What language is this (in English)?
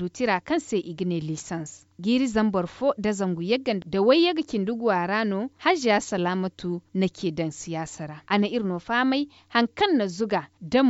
Zarma